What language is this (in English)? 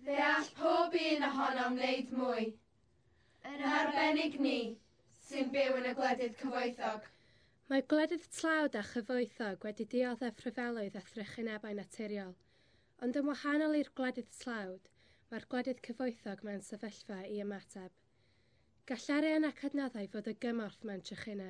Welsh